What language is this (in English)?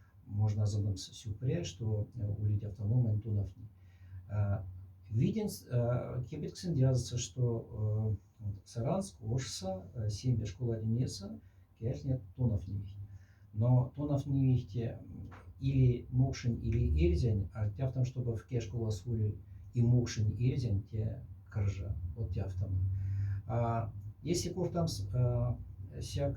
Moksha